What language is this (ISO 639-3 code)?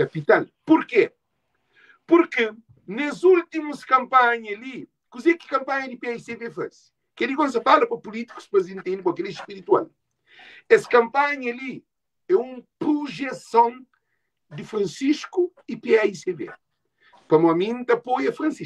kea